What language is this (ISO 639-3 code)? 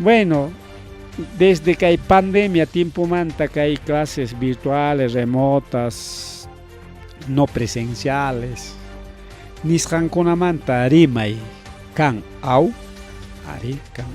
quy